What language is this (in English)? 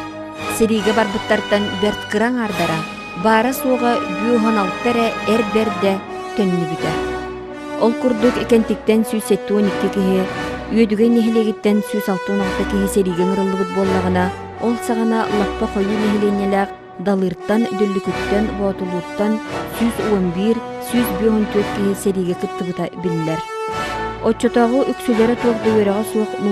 Yakut